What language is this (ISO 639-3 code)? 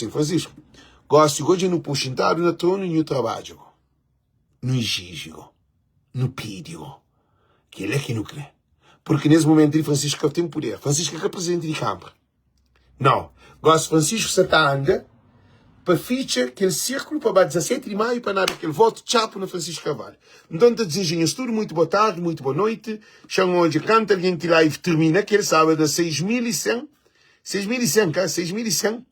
kea